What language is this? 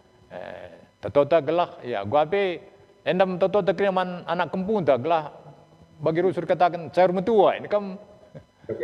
Batak Karo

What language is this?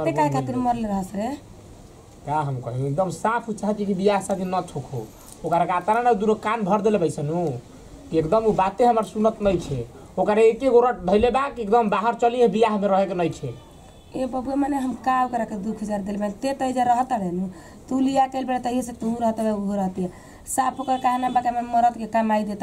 Bhojpuri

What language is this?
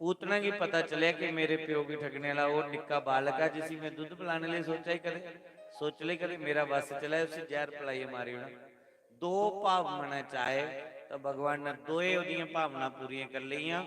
Dogri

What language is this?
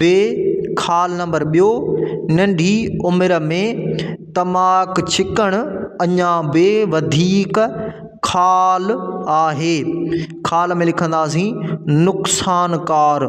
Sindhi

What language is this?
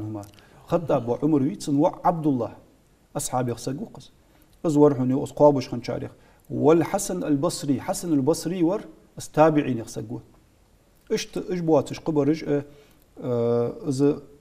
Ingush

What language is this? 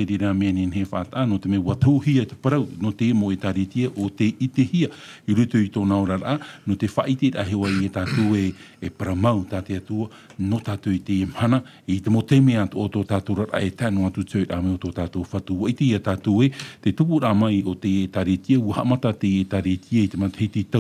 Tahitian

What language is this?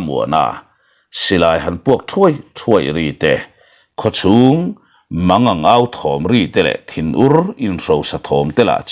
Mizo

